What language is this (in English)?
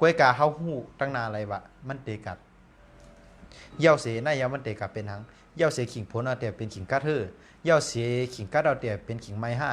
Shan